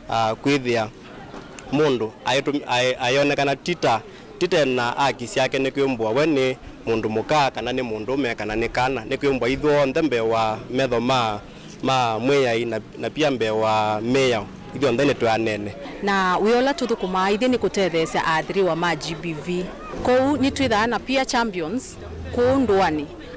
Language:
Kamba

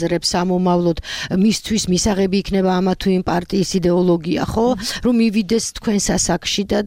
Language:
Georgian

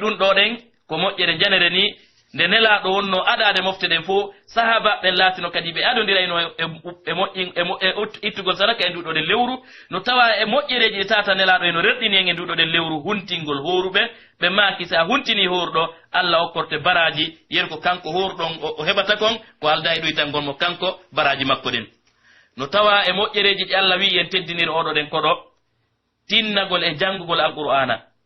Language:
Pular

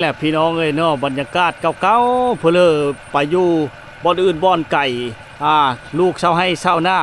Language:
Lao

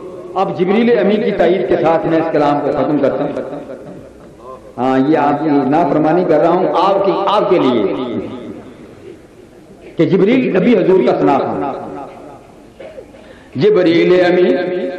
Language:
Urdu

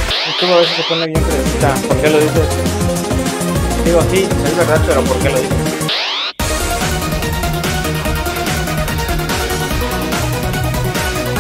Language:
Spanish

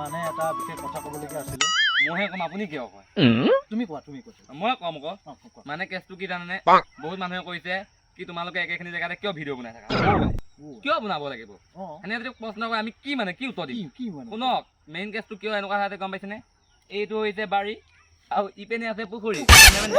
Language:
Assamese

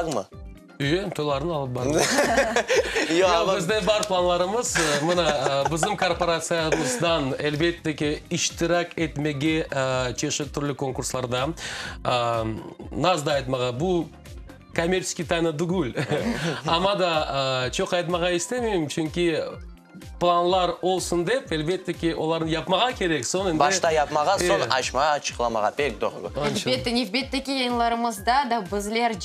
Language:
Crimean Tatar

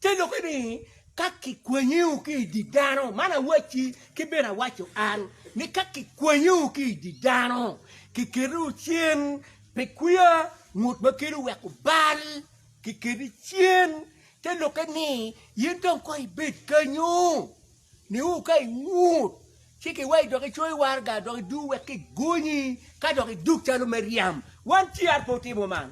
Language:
Acoli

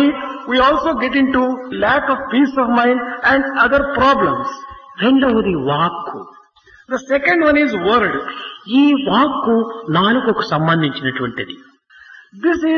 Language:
Telugu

